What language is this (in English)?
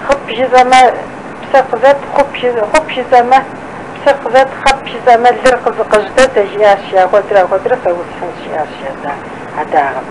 Kabardian